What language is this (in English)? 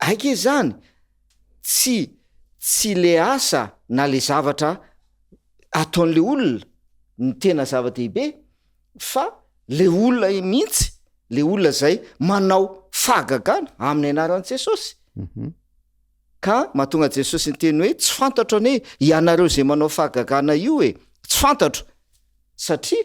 Malagasy